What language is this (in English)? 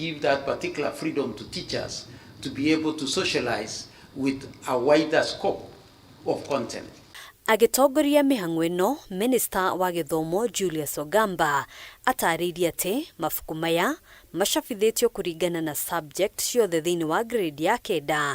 Kikuyu